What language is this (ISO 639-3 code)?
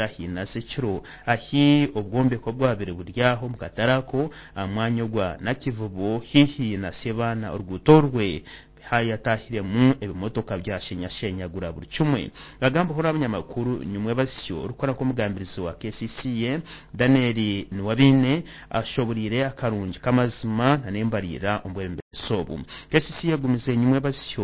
nyn